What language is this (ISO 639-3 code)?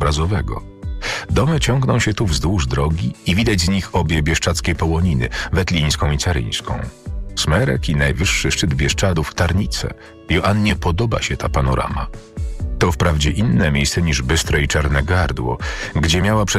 pol